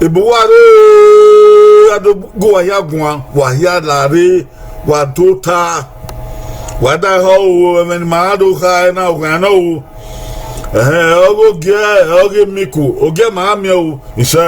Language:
Bini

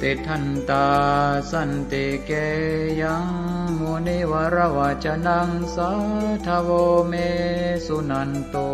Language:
Pali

